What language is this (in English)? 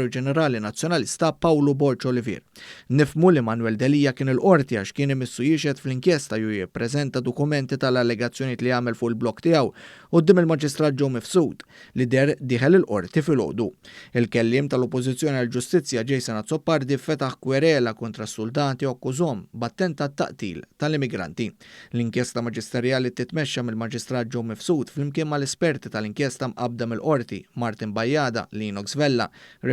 Maltese